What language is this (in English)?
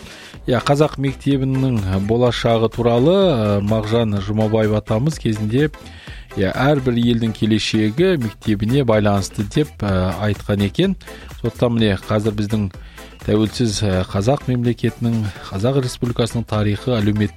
Kazakh